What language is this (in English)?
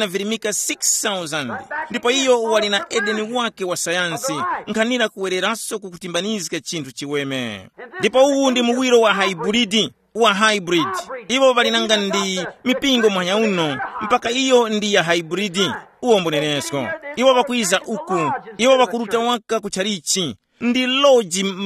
Tumbuka